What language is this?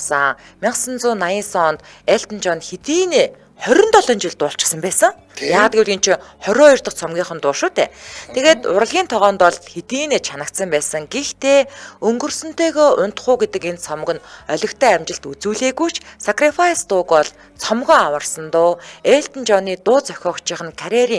Mongolian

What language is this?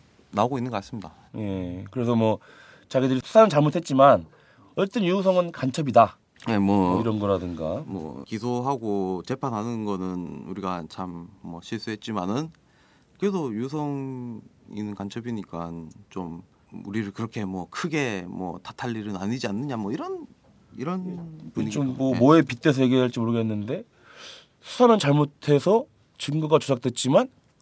Korean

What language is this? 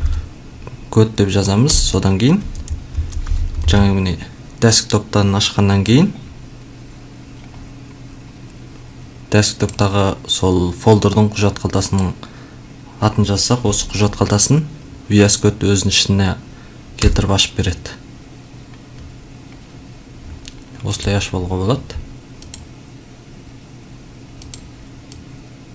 Kazakh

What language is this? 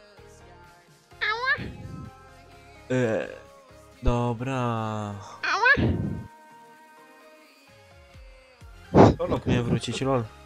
Polish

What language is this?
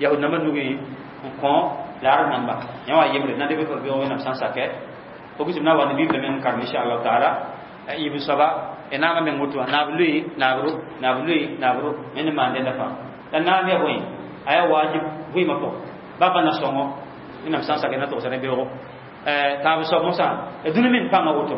Mossi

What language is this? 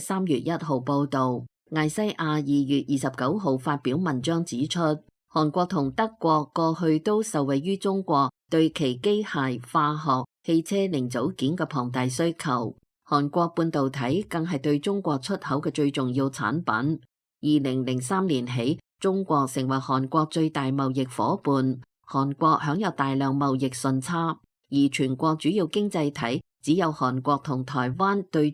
Cantonese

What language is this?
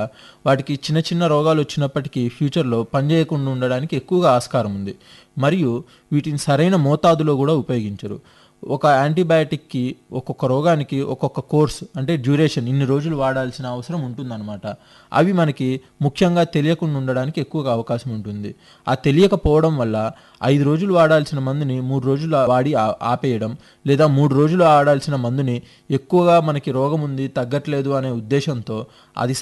Telugu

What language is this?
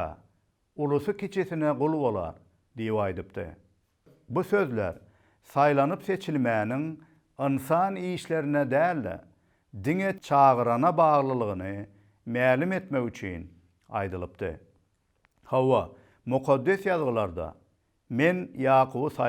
Turkmen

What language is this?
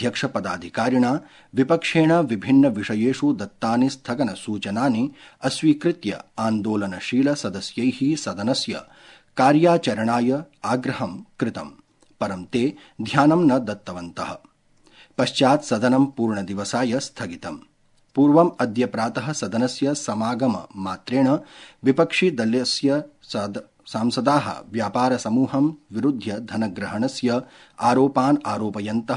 Sanskrit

